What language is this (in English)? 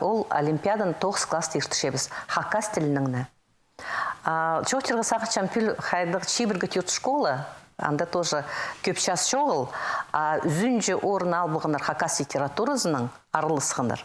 Khakas